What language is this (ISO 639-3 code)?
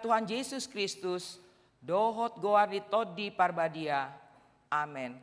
bbc